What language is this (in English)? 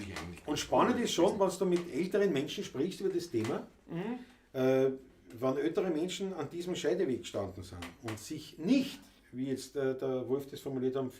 Bavarian